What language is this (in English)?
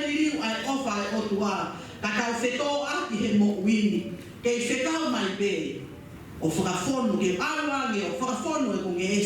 Tongan